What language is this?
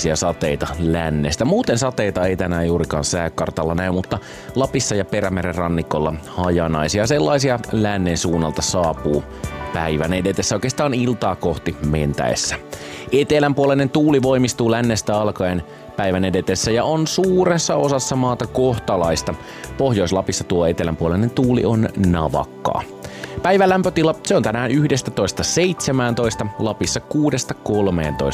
Finnish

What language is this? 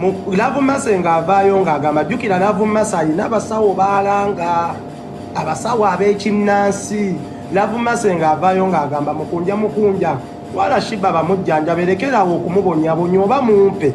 Ganda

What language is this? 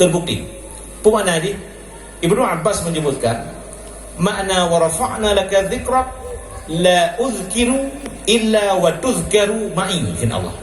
Achinese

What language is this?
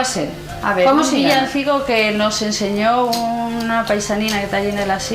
Asturian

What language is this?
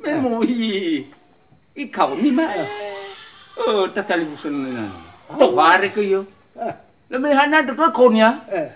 Nias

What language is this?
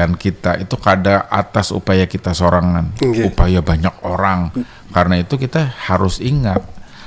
Banjar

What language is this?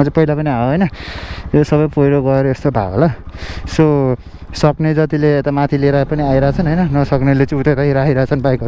Nepali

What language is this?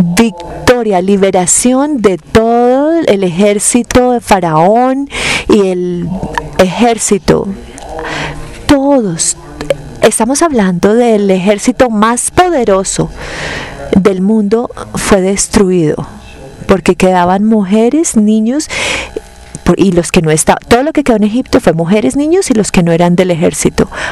Spanish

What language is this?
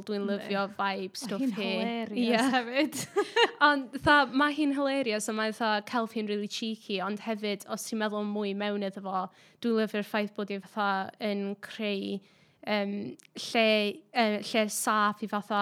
Welsh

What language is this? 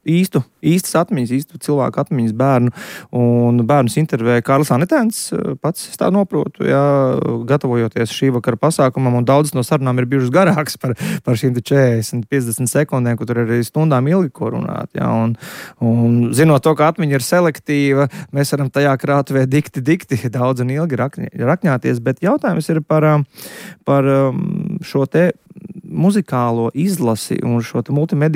Latvian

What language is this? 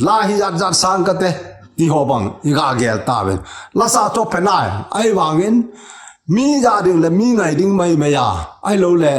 Thado Chin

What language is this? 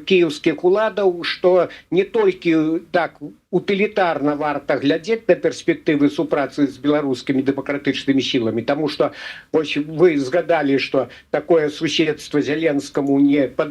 Belarusian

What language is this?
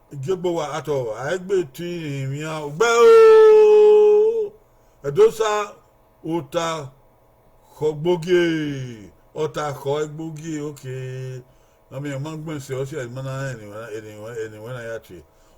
Bini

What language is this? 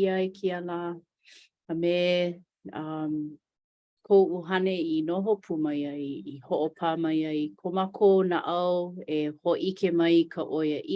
Hawaiian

